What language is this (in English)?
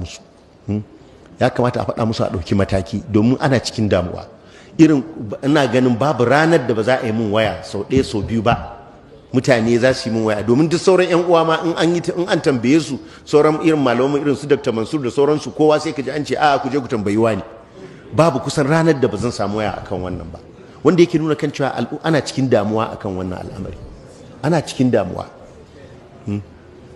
Hausa